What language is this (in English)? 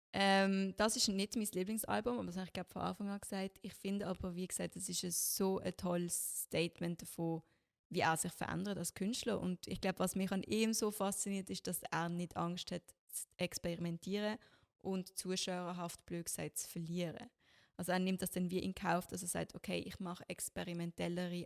Swiss German